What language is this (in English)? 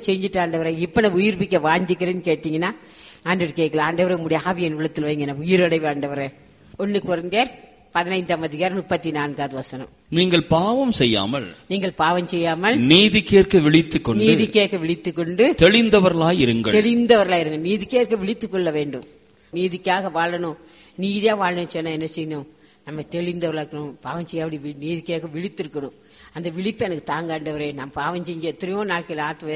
Tamil